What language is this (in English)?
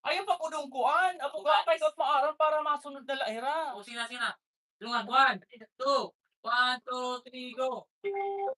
Waray